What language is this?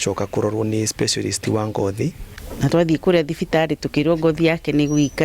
Kikuyu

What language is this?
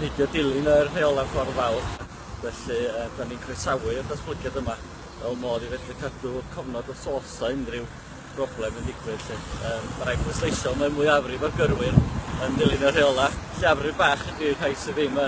Welsh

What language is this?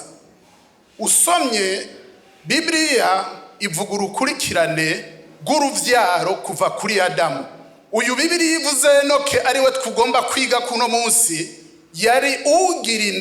Rundi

